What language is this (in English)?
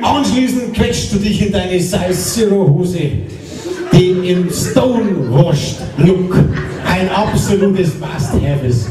Bavarian